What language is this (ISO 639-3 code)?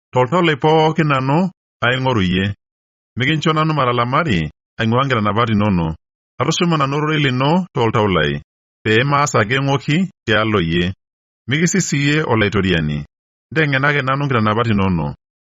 mas